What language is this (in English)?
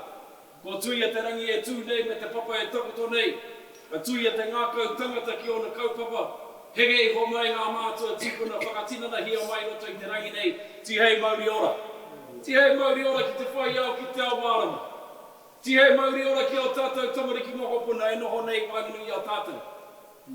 Māori